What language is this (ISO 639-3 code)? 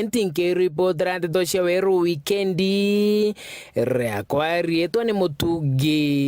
mer